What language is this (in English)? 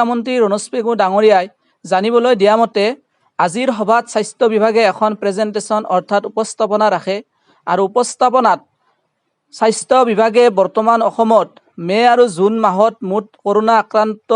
Assamese